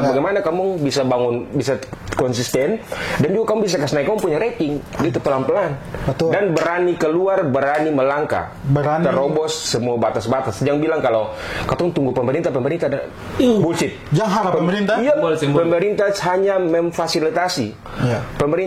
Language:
Ambonese Malay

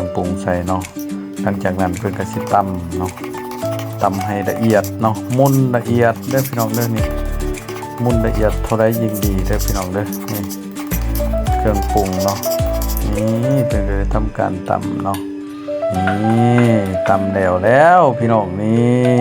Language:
Lao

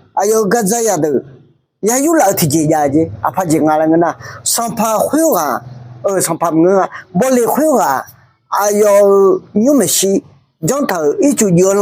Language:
Akha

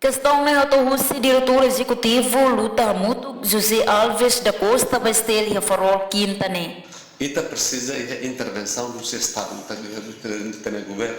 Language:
Tetum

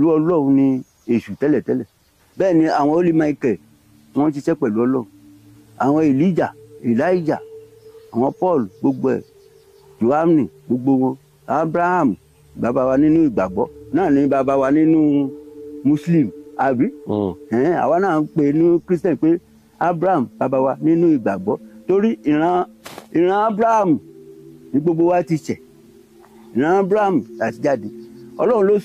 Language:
Yoruba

